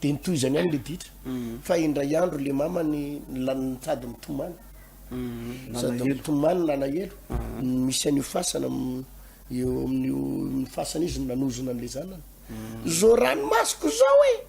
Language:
Malagasy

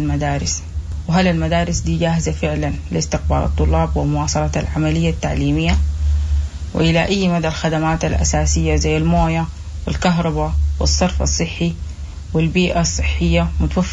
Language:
Sudanese Arabic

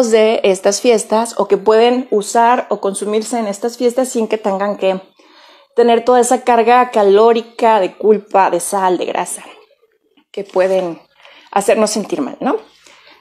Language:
Spanish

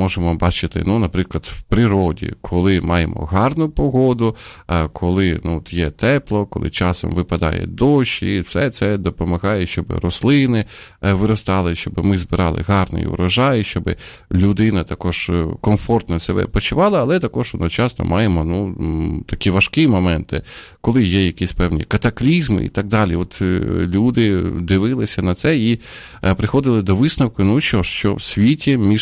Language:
Ukrainian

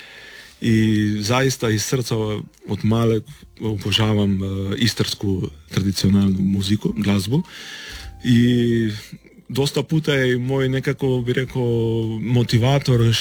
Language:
Croatian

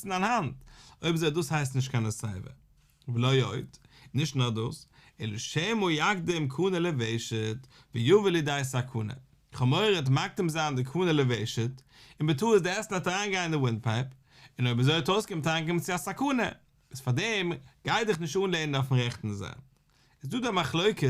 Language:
Yiddish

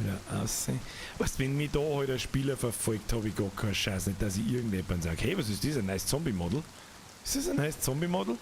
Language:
Bavarian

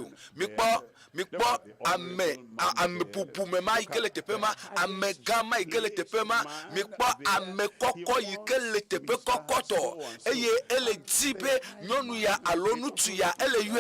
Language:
Ewe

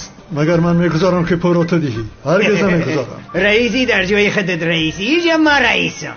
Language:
Tajik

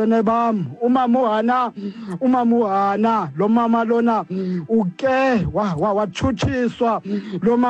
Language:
Xhosa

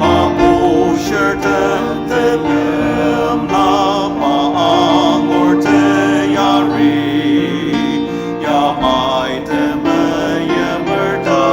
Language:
Ao Naga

